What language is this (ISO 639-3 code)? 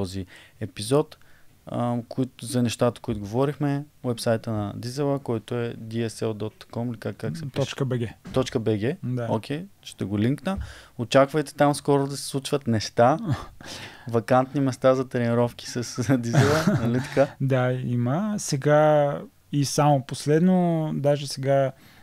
bul